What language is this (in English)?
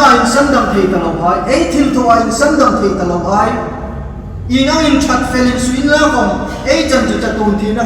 Hmar